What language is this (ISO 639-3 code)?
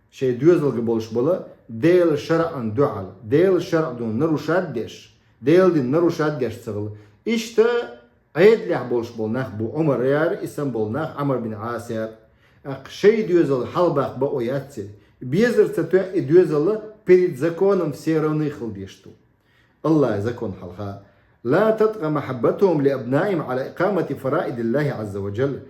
che